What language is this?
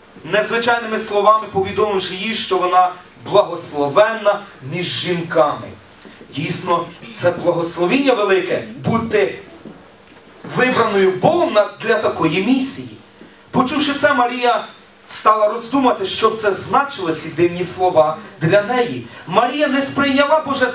Ukrainian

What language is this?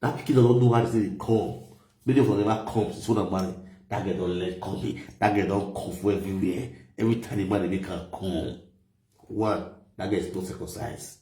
Nigerian Pidgin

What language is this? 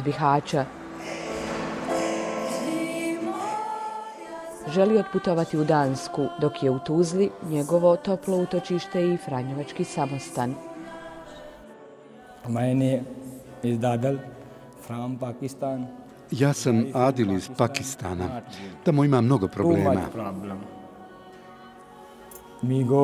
Bosnian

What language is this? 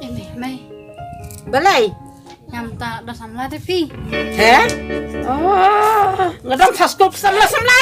Khasi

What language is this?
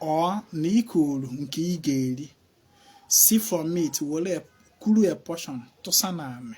Igbo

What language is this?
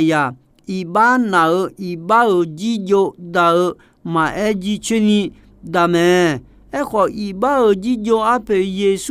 Akha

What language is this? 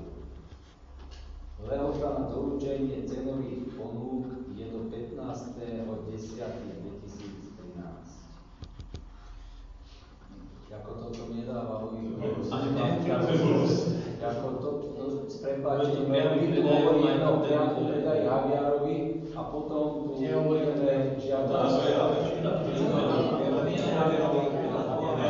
Slovak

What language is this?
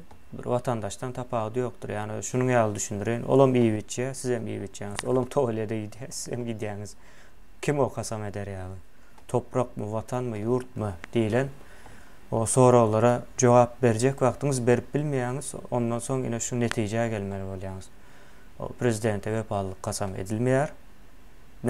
Turkmen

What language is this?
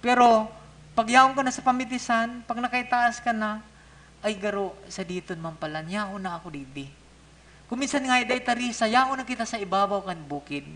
Bikol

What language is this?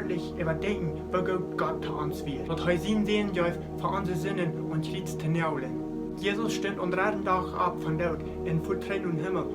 Plautdietsch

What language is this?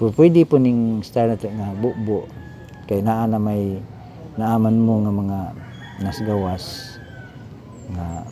Cebuano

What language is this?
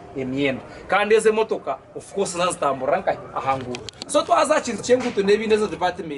Nyankole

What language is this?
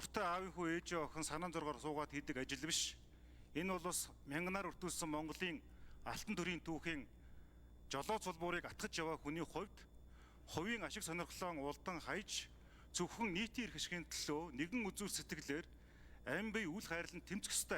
Mongolian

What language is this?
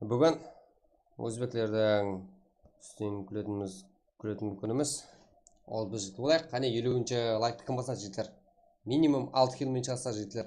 Kara-Kalpak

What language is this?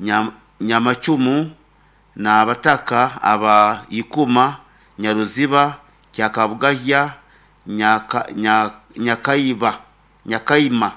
Nyoro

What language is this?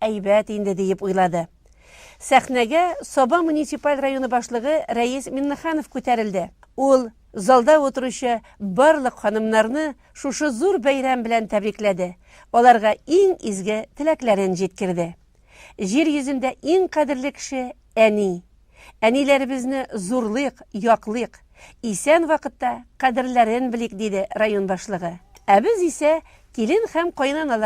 Tatar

